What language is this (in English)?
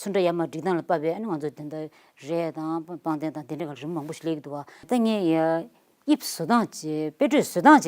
Tibetan